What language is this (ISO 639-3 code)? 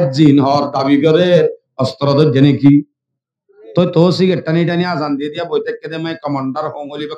rhg